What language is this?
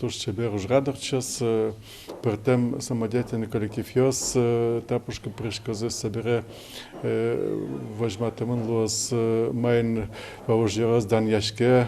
Udmurt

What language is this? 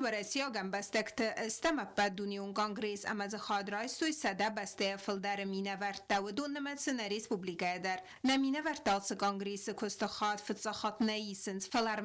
Ossetic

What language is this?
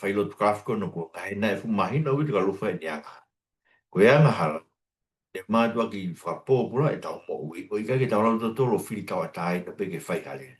Tongan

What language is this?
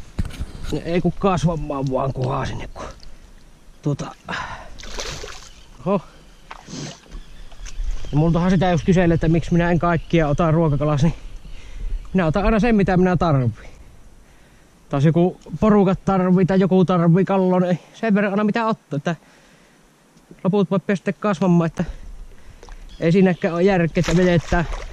Finnish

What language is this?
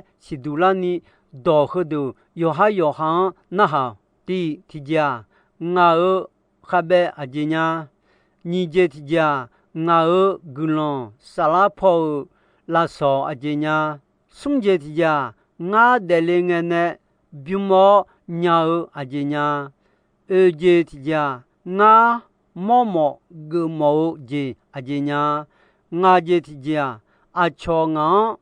Akha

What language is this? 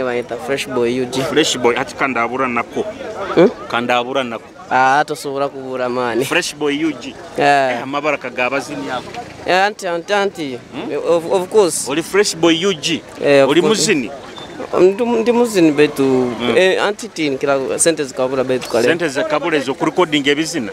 Nyoro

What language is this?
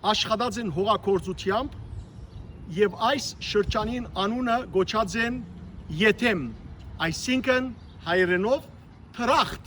Western Armenian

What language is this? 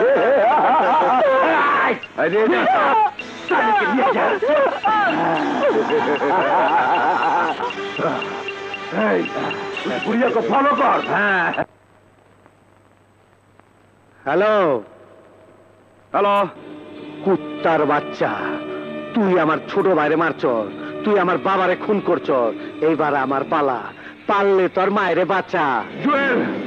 Bangla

